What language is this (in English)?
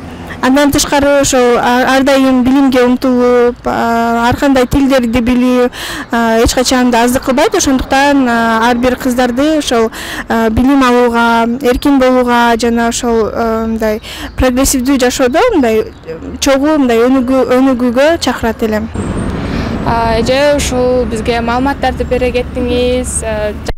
Kyrgyz